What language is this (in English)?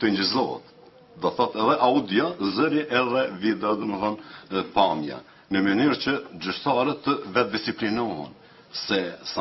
Albanian